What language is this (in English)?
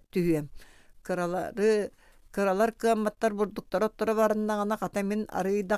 Yakut